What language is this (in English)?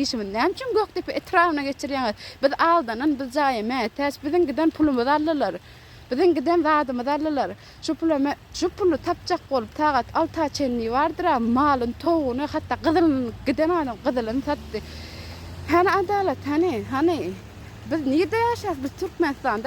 Turkmen